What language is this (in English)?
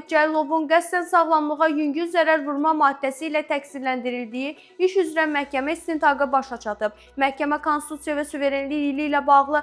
Azerbaijani